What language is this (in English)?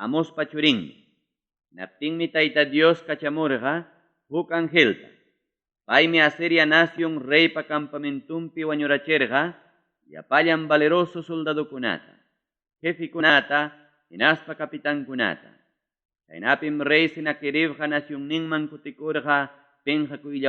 Ayacucho Quechua